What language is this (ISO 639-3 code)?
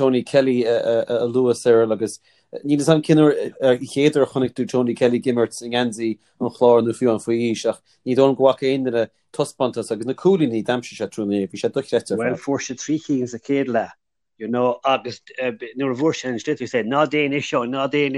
gle